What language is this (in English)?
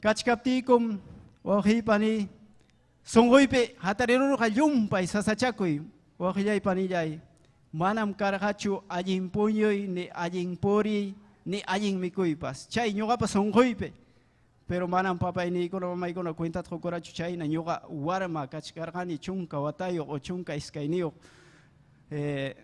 Ayacucho Quechua